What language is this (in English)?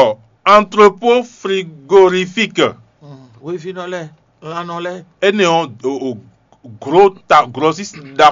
Fon